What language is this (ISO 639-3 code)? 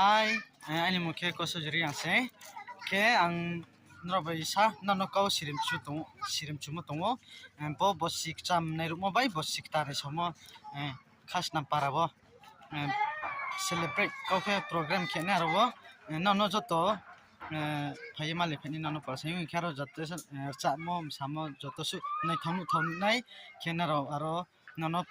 ria